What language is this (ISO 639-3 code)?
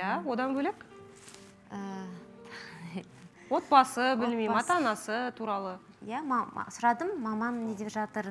kaz